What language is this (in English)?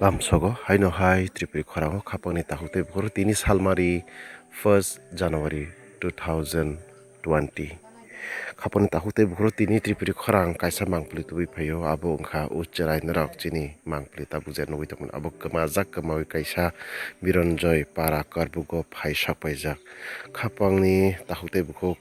Kok Borok